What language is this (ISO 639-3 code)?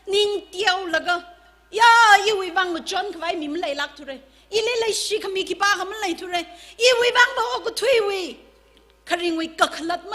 nmf